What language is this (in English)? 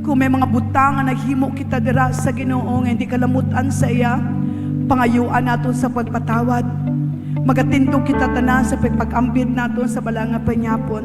Hiligaynon